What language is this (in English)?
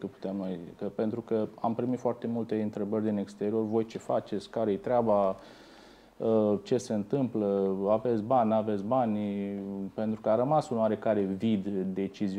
Romanian